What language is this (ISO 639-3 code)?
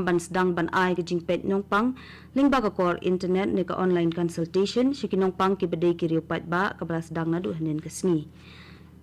kha